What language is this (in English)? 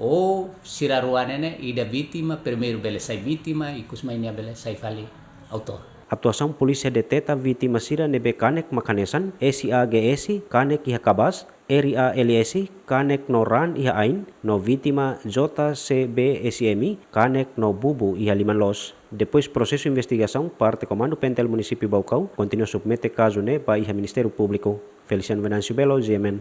Tetum